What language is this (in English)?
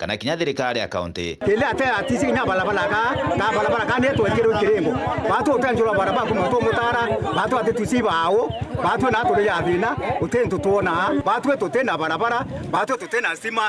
Meru